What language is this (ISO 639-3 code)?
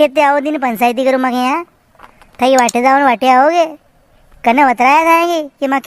raj